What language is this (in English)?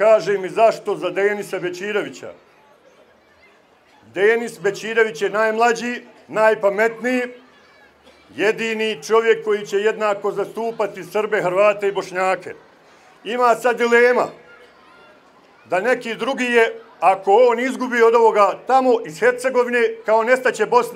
Bosnian